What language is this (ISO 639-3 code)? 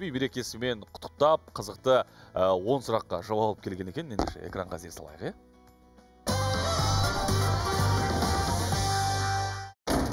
kaz